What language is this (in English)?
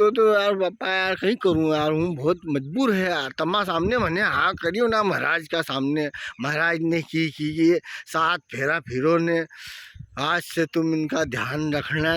Rajasthani